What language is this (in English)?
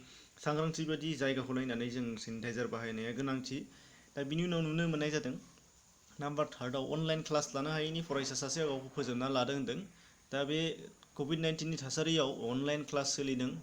Bodo